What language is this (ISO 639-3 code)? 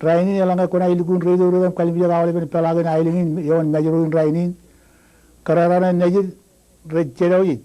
mah